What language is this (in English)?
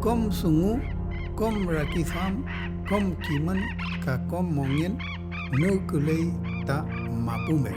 Mapuche